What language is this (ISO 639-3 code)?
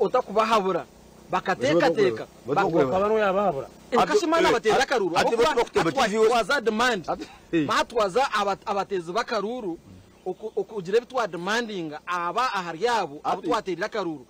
nyn